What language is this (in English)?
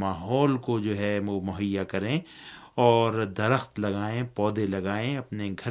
Urdu